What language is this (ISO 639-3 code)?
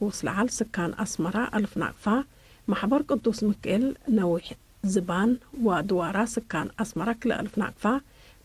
tig